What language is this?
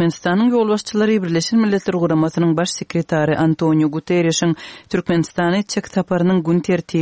Turkmen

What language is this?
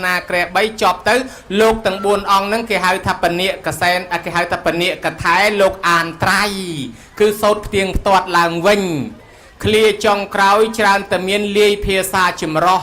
Khmer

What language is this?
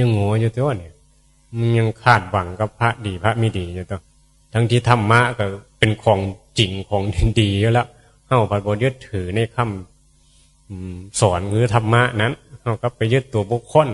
Northeastern Thai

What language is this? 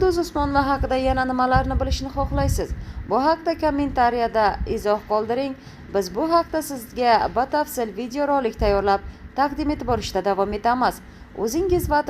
Uzbek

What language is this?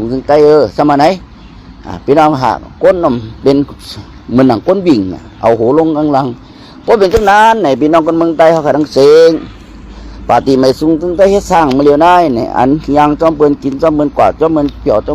Shan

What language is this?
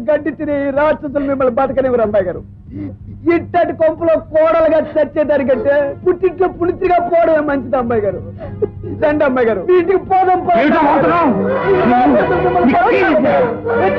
Telugu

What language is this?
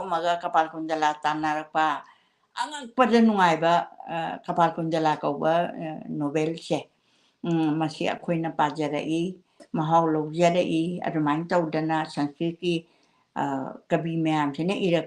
Manipuri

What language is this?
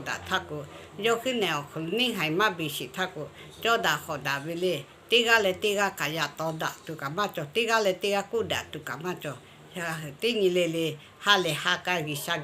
Lahu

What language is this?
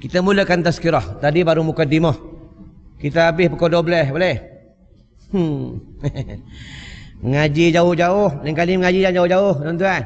Malay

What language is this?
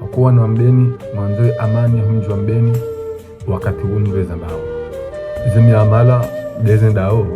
Ngazidja Comorian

